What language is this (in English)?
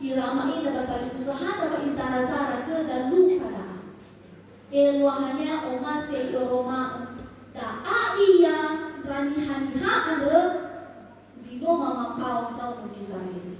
Nias